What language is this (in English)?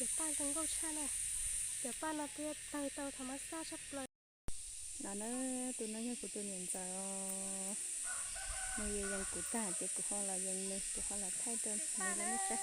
Hmong